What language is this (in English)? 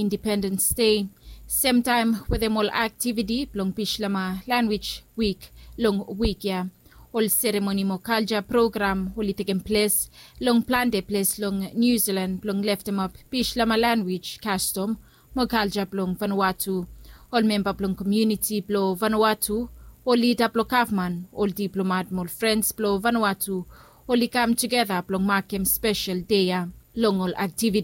Bislama